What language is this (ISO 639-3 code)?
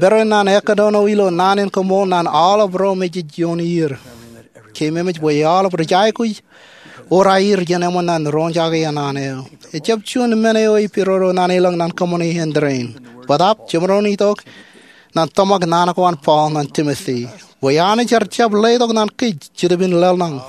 mah